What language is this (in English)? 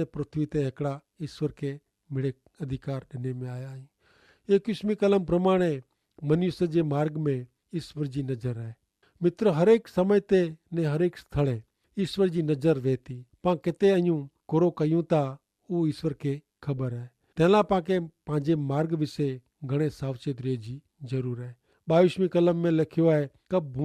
Kachhi